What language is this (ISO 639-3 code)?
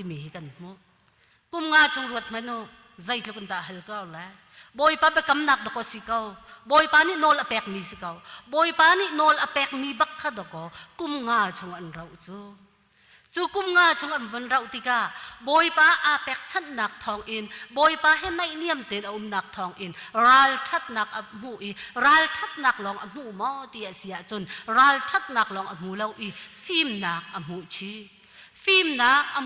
cnh